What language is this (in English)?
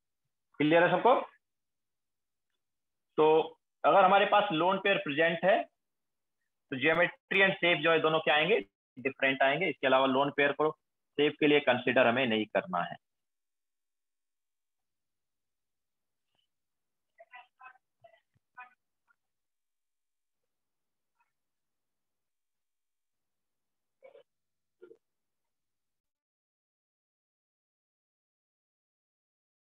Hindi